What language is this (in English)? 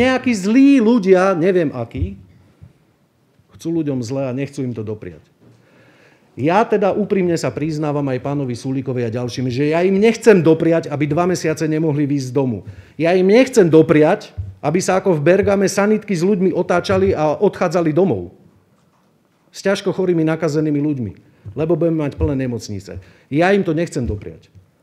Slovak